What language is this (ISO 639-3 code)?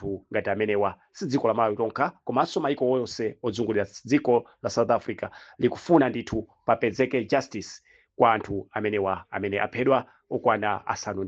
nya